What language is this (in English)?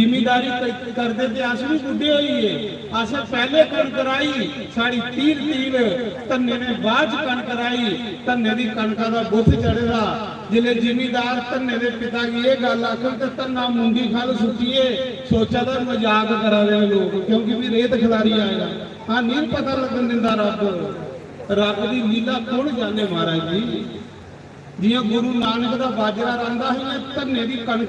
Dogri